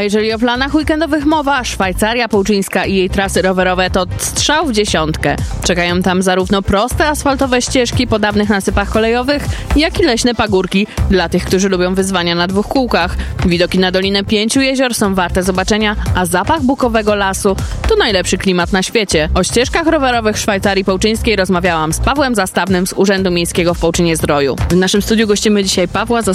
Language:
Polish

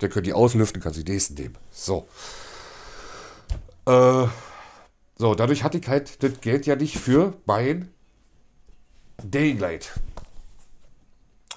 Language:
German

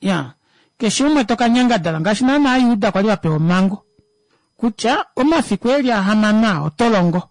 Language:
Kuanyama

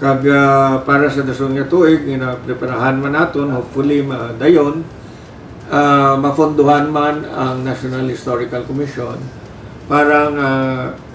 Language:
Hiligaynon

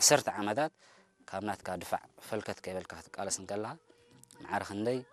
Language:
Tigrinya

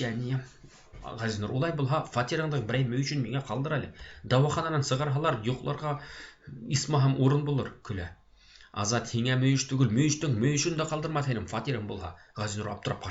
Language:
Bashkir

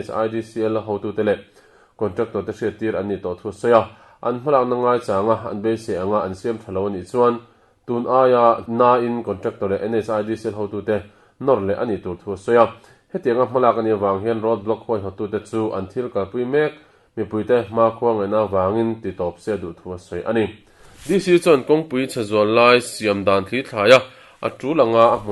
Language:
Mizo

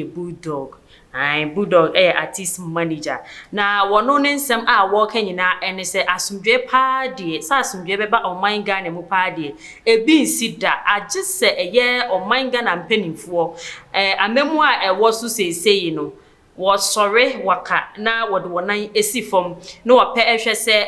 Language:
Akan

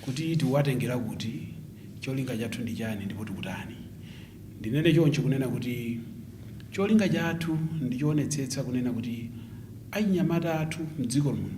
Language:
Nyanja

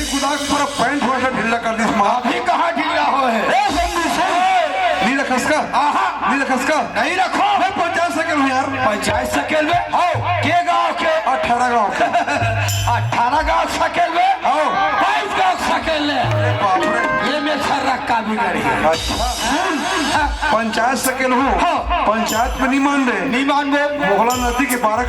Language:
Chhattisgarhi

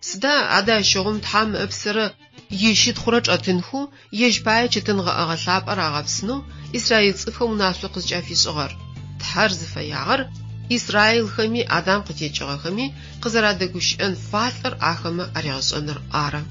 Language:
Adyghe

